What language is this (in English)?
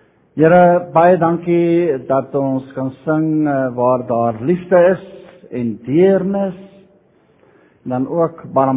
Afrikaans